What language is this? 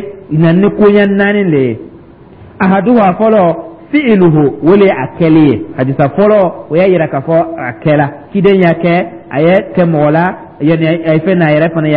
Dyula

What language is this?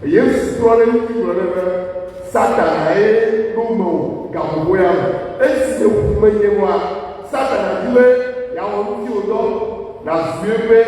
Ewe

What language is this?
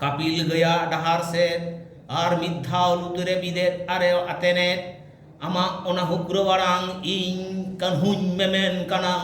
Santali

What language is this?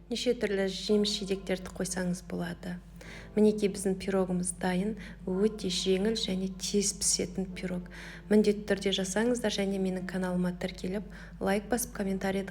Kazakh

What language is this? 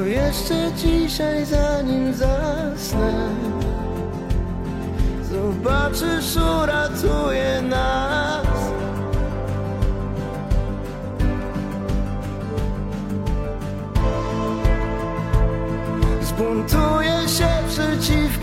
Polish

